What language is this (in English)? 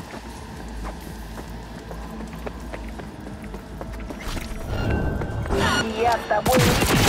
Russian